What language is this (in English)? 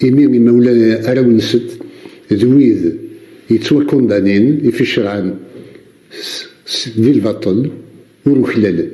Kabyle